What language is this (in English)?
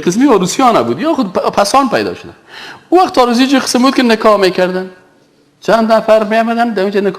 Tajik